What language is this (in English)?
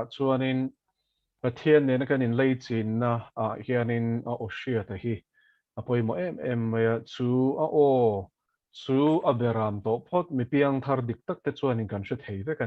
Mizo